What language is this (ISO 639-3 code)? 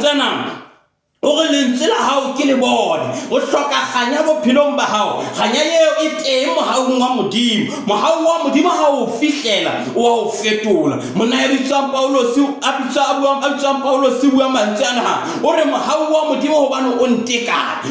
sot